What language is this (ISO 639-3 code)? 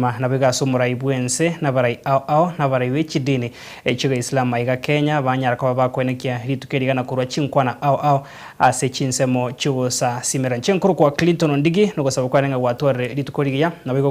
guz